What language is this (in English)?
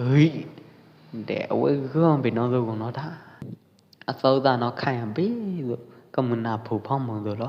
Pwo Eastern Karen